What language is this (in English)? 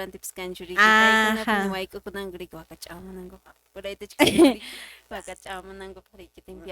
Quechua